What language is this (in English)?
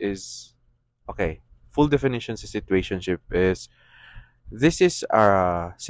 Cebuano